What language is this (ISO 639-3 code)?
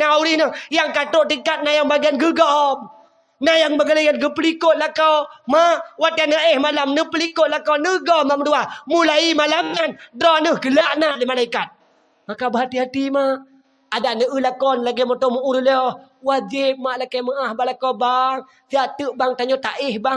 ace